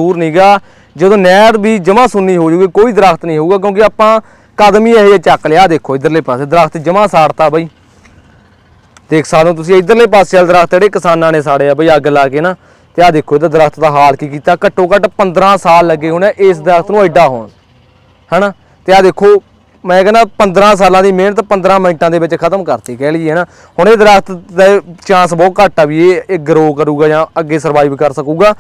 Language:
Punjabi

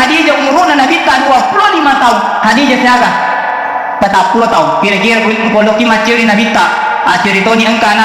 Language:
Buginese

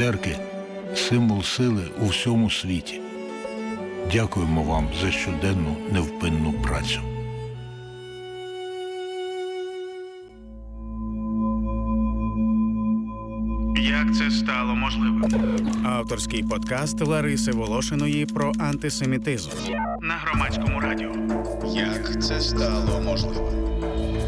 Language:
Ukrainian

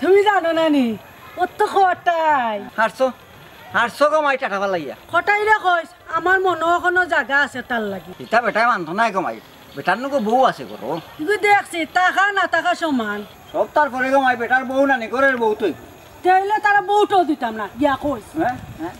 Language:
Sylheti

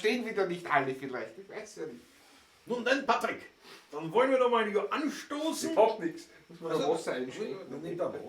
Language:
Bavarian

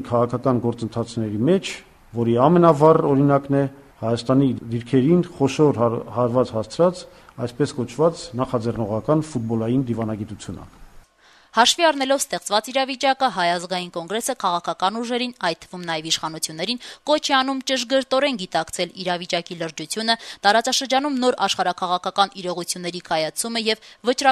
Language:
Armenian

